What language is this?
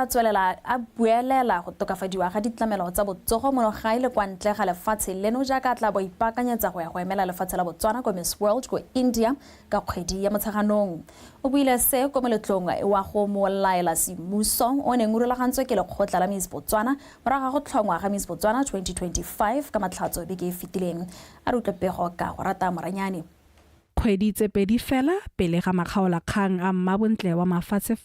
Tswana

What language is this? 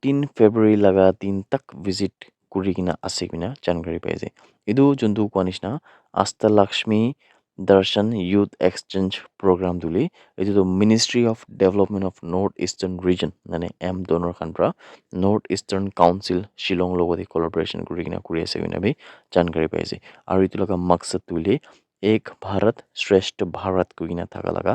Naga Pidgin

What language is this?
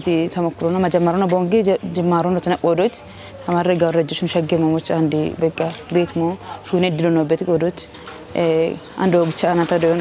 Kafa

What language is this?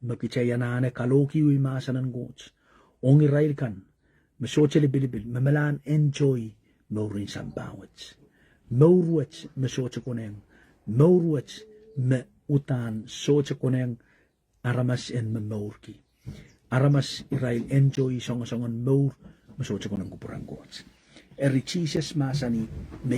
Pohnpeian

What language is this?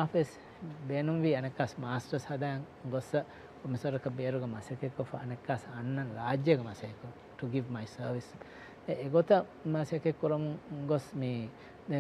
Divehi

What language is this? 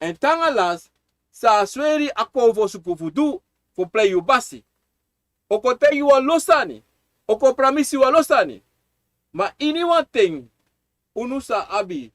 Sranan Tongo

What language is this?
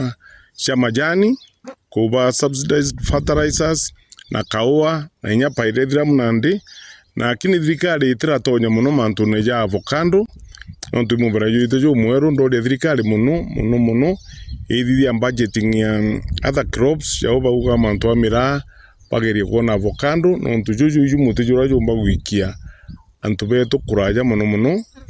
Meru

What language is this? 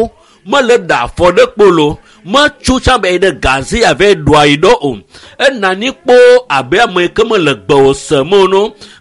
Ewe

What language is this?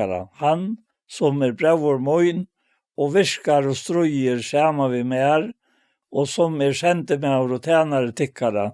Faroese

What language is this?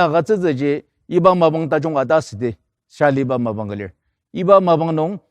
Ao Naga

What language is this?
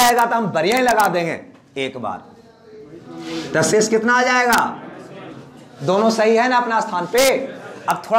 Hindi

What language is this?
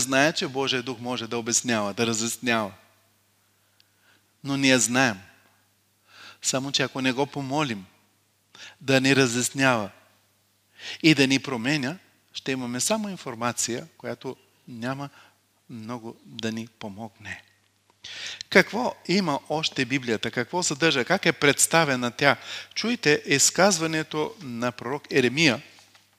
Bulgarian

